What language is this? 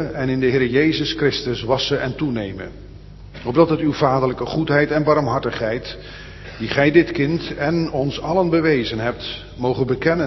Dutch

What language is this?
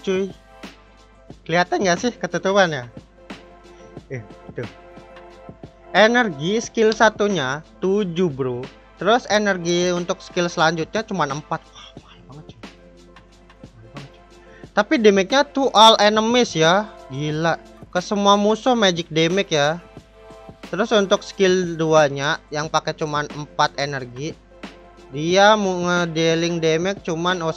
Indonesian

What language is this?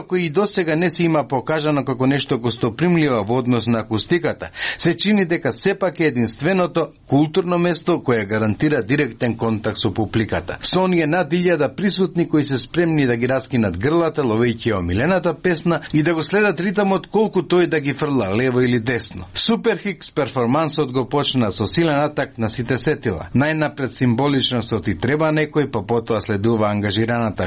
Macedonian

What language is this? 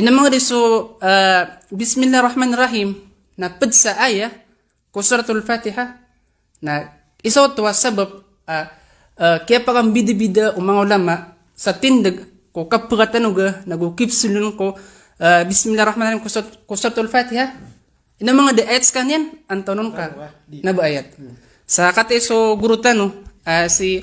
Maranao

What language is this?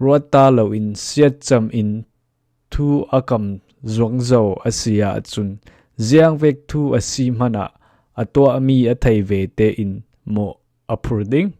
Falam Chin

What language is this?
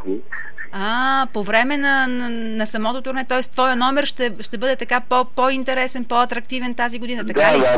Bulgarian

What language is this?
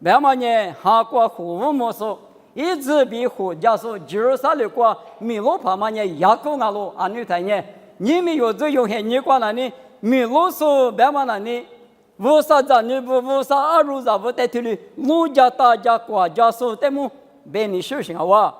Lisu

